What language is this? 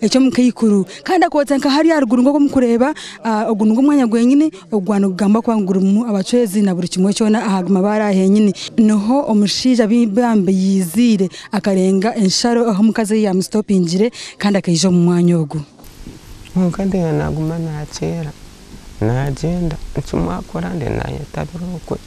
Nyankole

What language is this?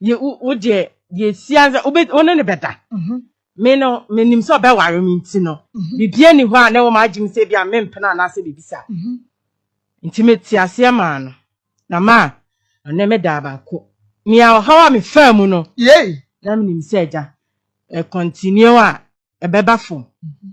Akan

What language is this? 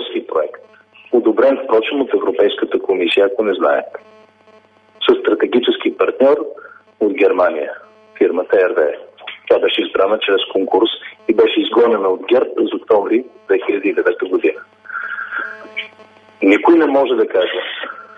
Bulgarian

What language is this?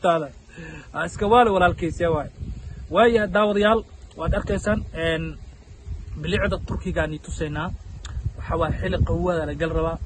Somali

